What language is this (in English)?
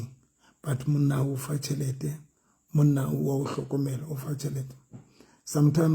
Southern Sotho